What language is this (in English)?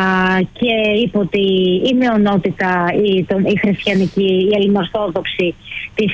Greek